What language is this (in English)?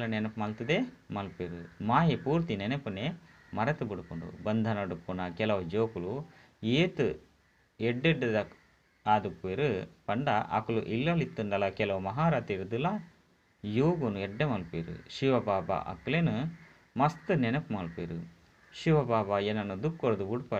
Tulu